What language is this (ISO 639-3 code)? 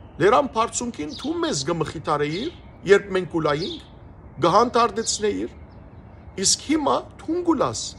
hyw